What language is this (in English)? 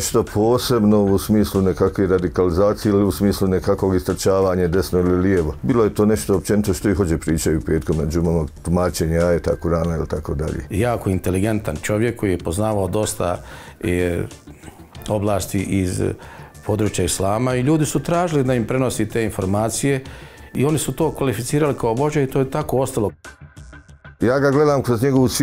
Bosnian